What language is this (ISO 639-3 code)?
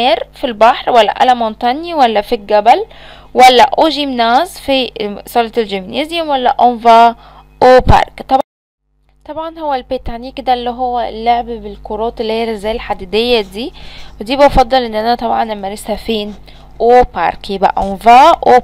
arz